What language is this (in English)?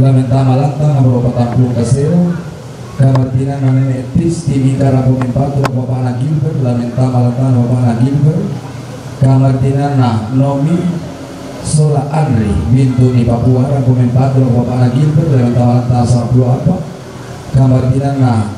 Toraja-Sa'dan